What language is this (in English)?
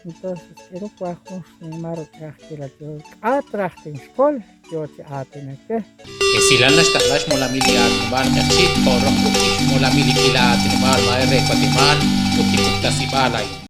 Kekchí